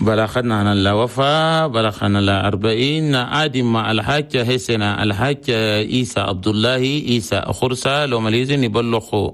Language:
Chadian Arabic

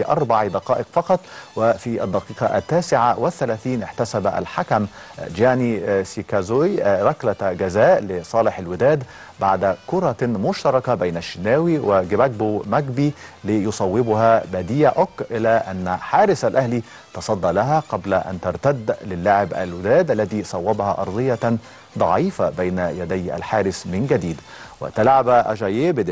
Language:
Arabic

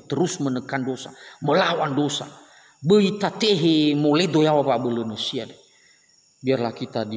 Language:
Nias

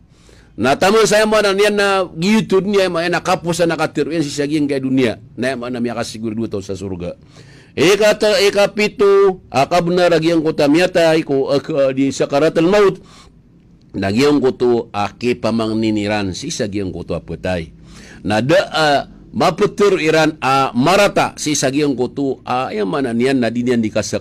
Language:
Maranao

